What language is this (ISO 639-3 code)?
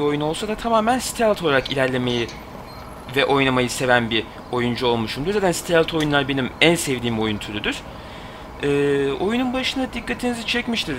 tur